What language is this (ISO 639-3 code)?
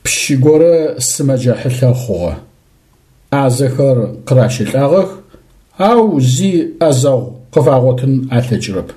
ady